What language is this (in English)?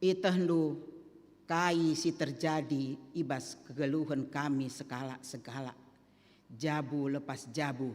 Batak Karo